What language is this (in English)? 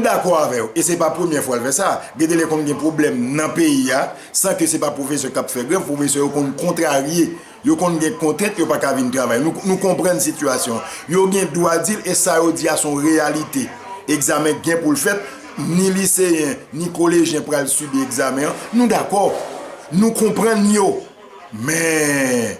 Haitian Creole